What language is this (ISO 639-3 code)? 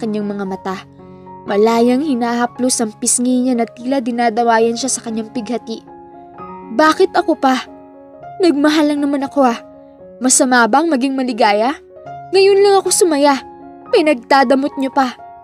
fil